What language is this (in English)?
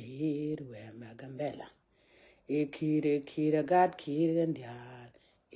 Nuer